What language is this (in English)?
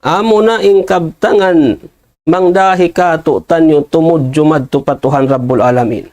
Tausug